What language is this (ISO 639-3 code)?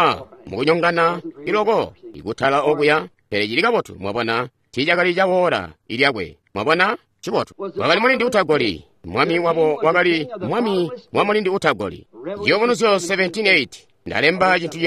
toi